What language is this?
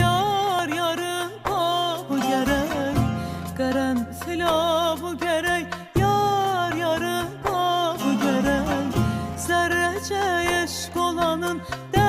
South Azerbaijani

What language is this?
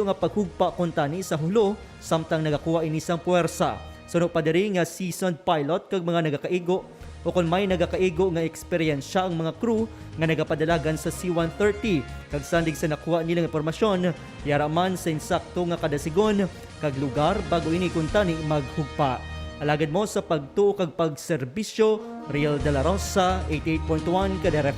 Hiligaynon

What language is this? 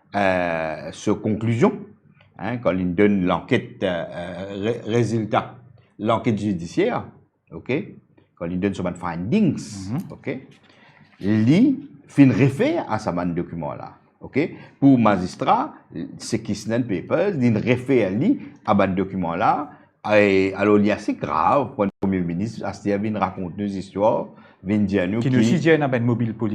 Morisyen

